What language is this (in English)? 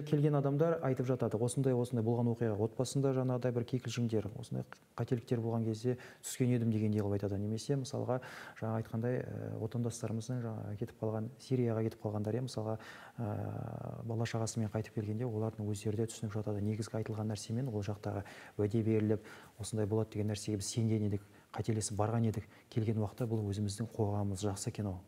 Kazakh